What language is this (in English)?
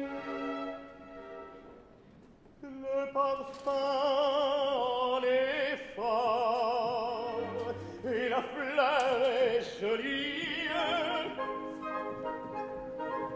French